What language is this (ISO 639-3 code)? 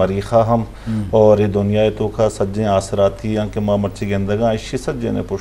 bal